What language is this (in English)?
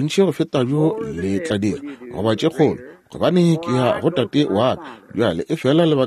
Northern Sotho